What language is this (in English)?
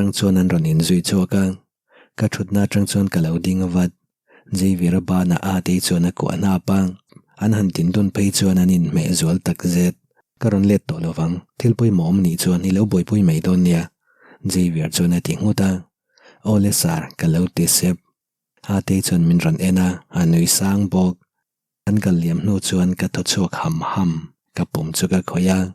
Mizo